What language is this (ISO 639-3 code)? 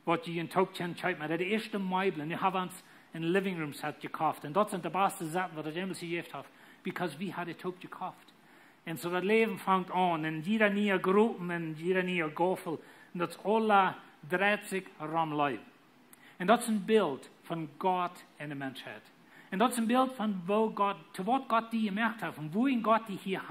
pdt